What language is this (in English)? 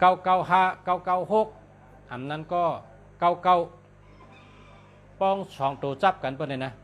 Shan